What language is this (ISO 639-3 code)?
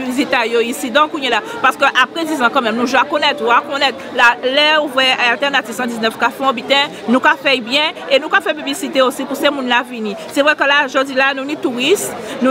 gcf